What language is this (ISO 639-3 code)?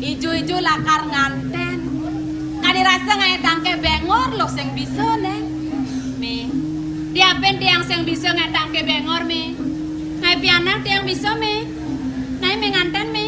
ban